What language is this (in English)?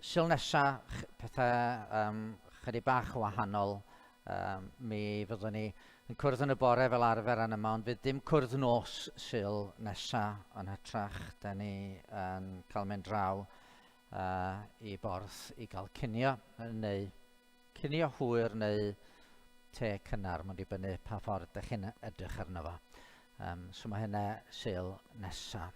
Welsh